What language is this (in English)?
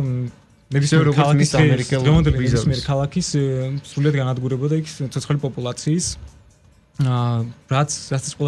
Georgian